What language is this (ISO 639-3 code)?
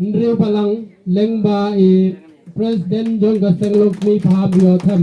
kha